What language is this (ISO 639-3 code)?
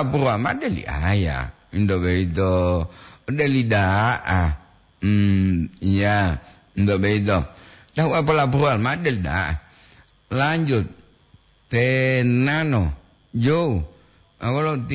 gor